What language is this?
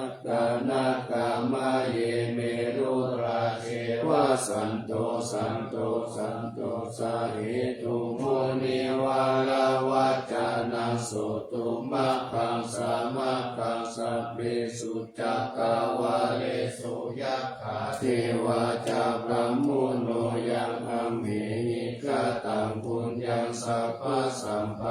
Pali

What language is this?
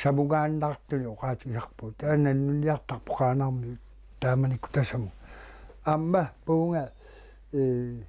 Kalaallisut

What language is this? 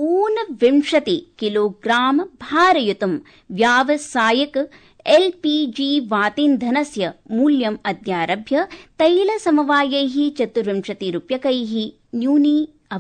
Sanskrit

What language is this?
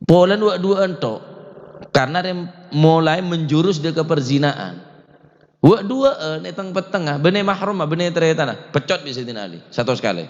Madurese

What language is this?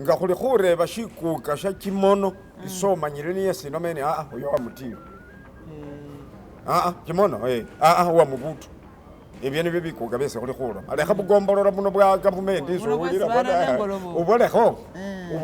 Masaaba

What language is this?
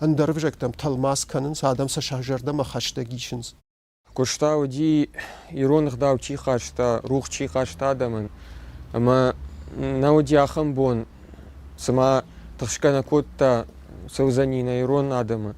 Ossetic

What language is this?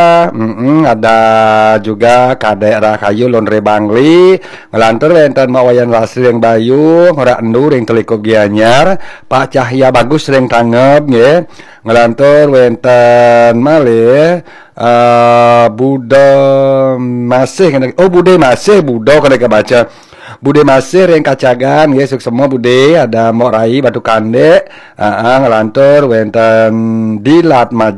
Balinese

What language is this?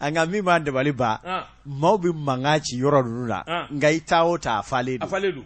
Bambara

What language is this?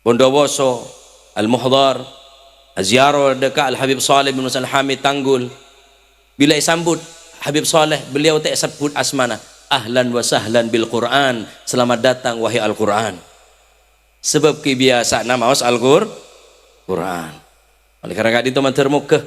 Madurese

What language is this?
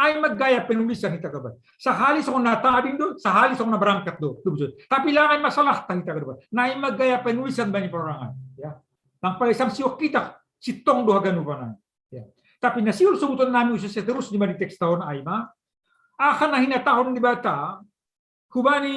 Batak Simalungun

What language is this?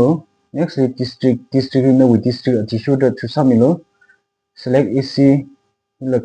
Tangkhul Naga (India)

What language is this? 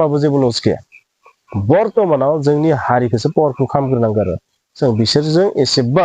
Bodo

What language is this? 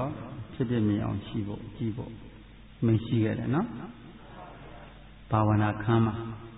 Burmese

